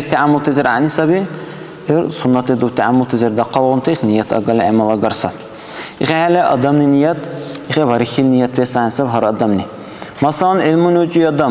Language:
Dargwa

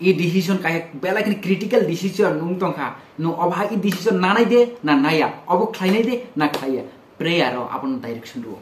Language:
Kok Borok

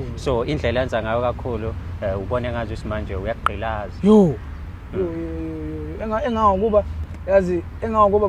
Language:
Zulu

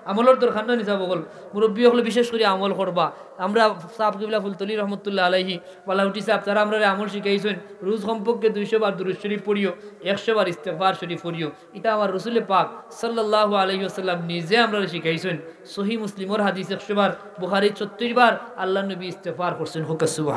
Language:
Sylheti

